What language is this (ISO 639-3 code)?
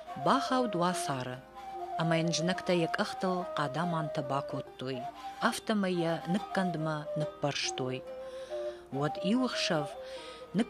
oss